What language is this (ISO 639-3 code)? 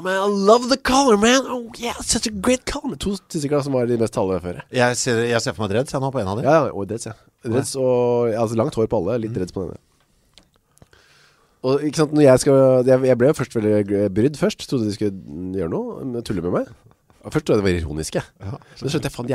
nor